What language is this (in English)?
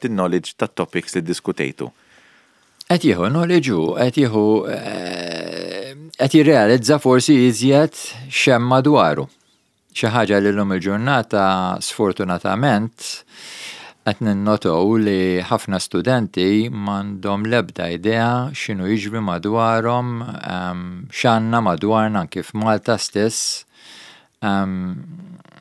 Maltese